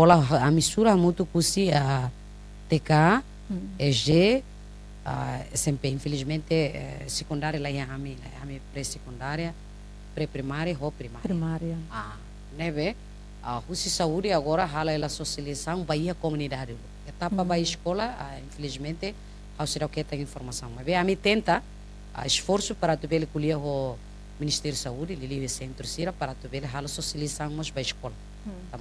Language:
Tetum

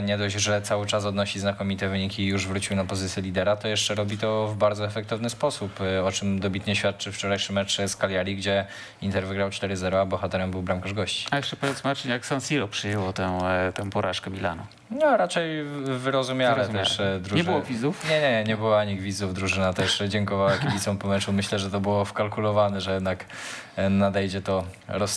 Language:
Polish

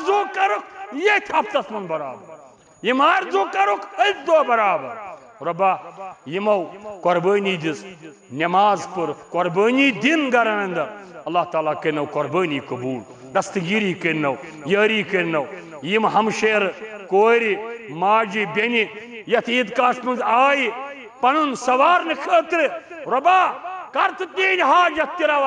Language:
Kashmiri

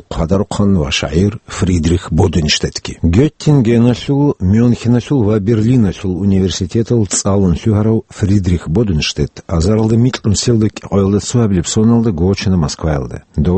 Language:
Avaric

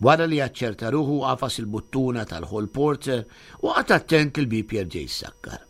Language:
Maltese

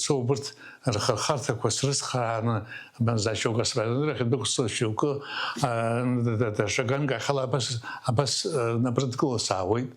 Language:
Abkhazian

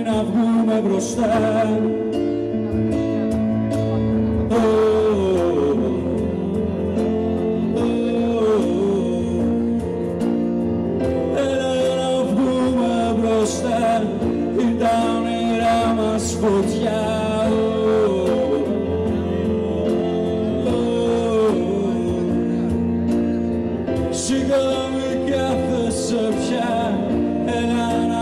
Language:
Greek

